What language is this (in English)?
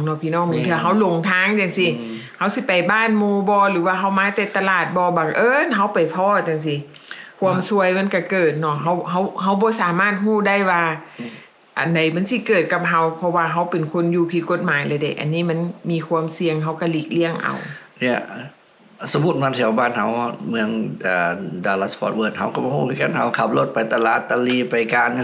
Lao